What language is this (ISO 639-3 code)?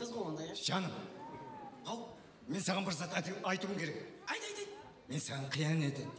kaa